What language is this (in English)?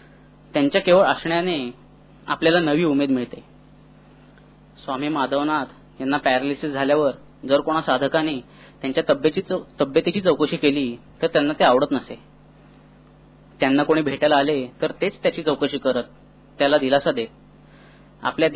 Marathi